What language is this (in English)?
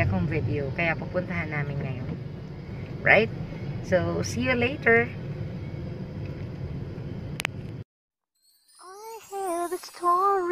Filipino